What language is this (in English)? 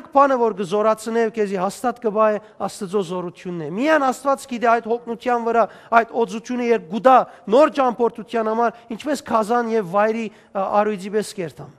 Western Armenian